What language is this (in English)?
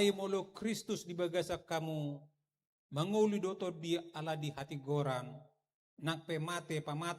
Batak Toba